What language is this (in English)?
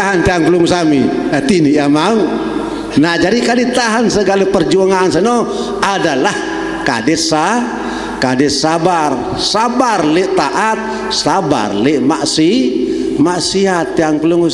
Sasak